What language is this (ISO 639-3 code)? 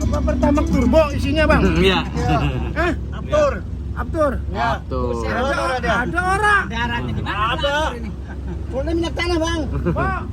bew